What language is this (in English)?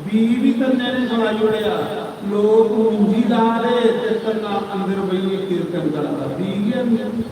Dogri